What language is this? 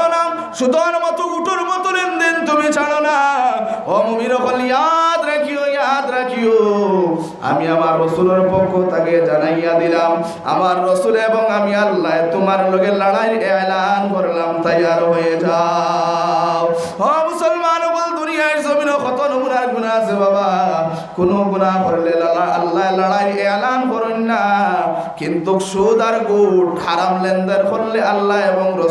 Sylheti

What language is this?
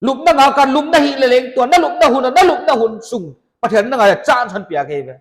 Paite Chin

